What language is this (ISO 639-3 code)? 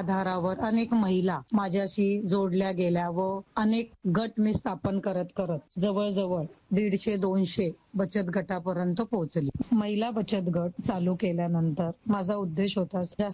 mar